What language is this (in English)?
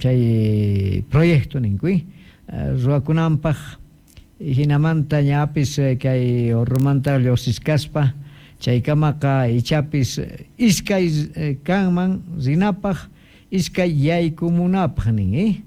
South Bolivian Quechua